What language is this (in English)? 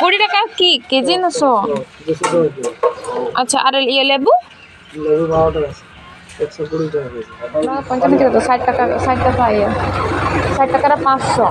Santali